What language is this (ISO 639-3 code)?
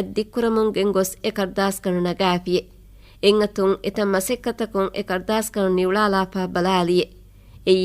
div